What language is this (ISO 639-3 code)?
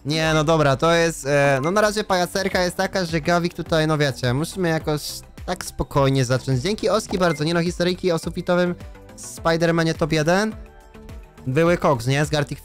pol